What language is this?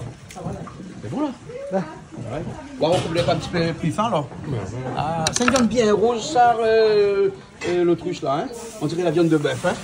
Réunion Creole French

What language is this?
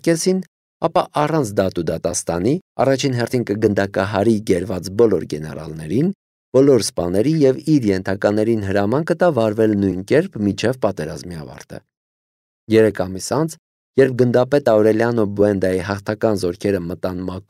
Armenian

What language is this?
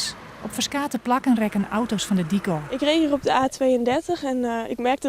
Western Frisian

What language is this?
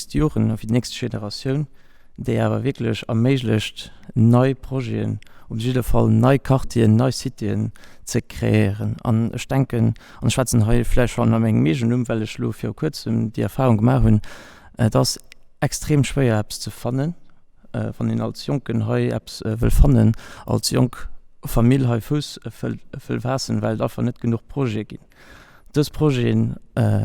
Luxembourgish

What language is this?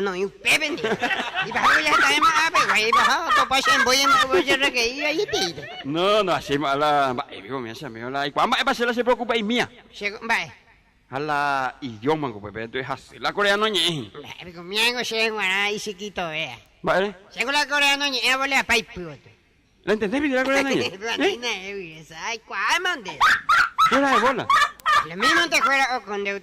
Guarani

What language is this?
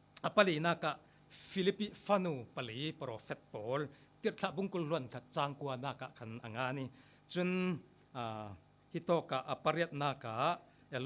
Falam Chin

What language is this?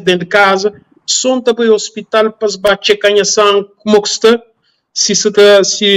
Kabuverdianu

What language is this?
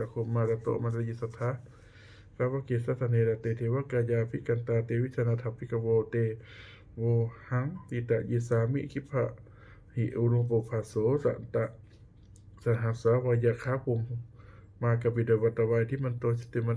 Pali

